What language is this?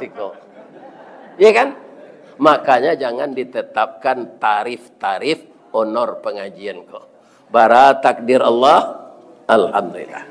Minangkabau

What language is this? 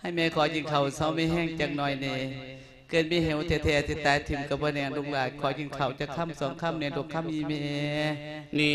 Lao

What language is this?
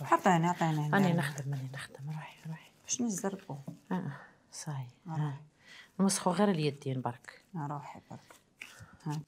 Algerian Arabic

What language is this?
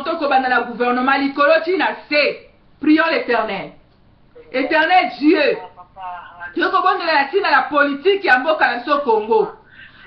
Lingala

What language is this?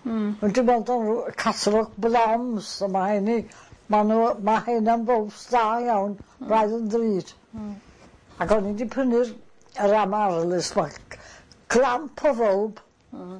Welsh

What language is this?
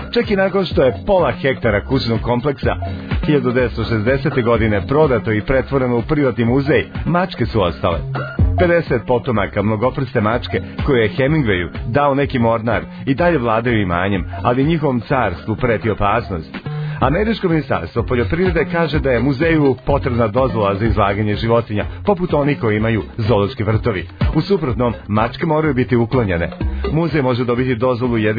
Serbian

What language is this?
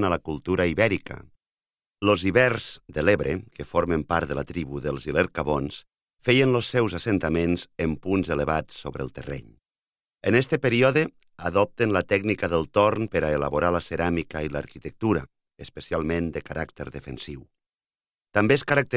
Catalan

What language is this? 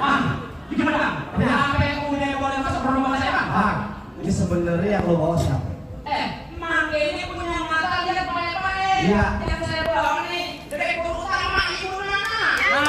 Betawi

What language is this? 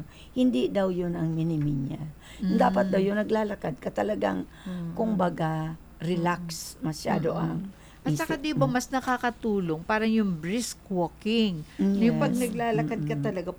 Filipino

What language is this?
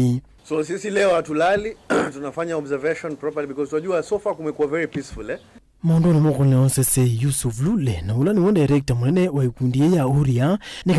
Kamba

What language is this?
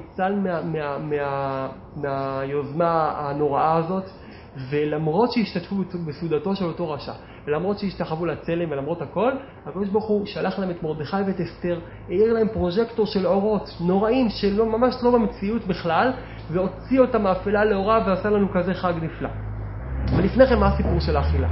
Hebrew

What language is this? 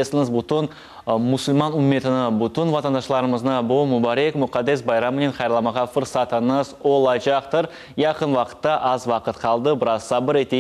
Crimean Tatar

